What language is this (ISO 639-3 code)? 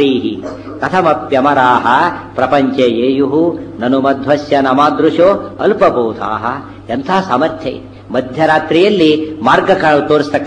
kan